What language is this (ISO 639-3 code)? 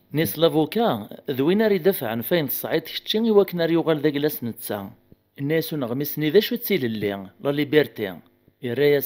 kab